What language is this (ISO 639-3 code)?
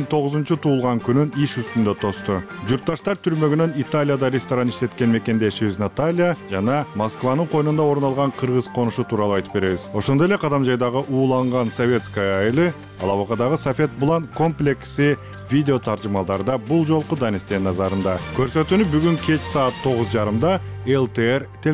kir